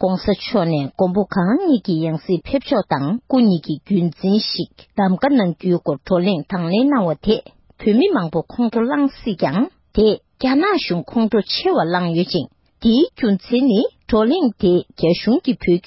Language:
Tibetan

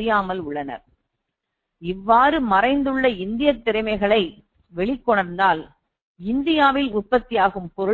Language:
Tamil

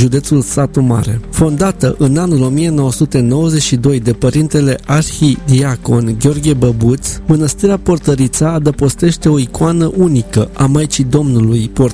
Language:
Romanian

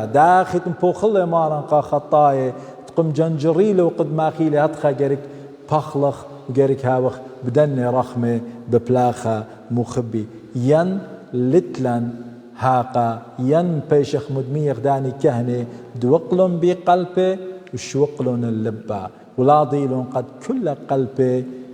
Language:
Assyrian Neo-Aramaic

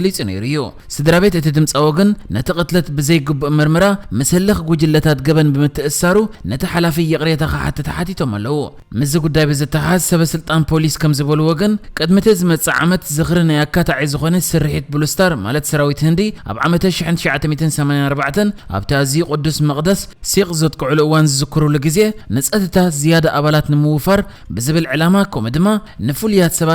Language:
Tigrinya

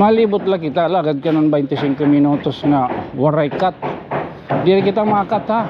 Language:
Waray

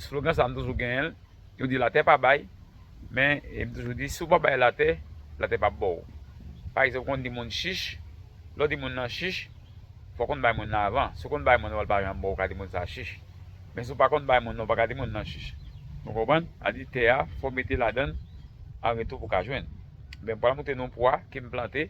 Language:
Haitian Creole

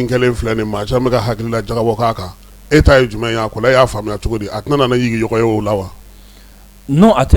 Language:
Bambara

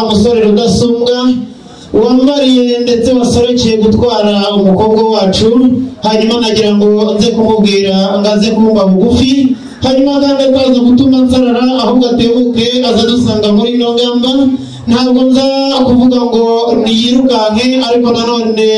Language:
Kinyarwanda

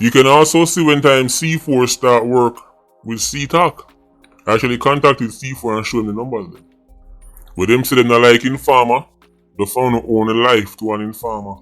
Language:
Jamaican Creole English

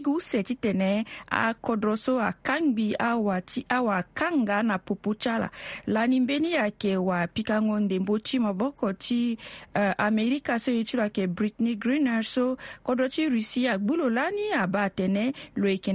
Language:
Sango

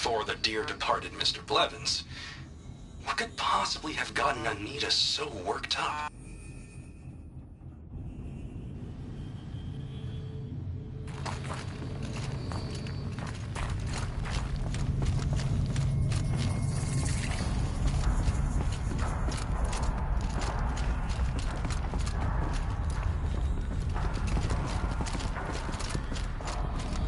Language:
English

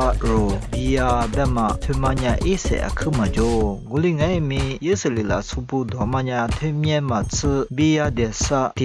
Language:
Lisu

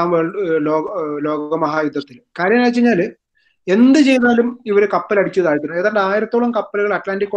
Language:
Malayalam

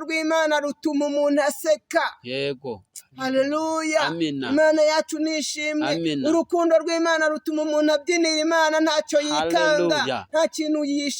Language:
Kinyarwanda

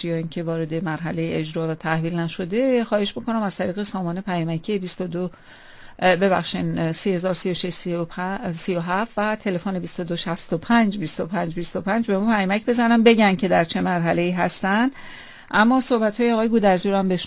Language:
Persian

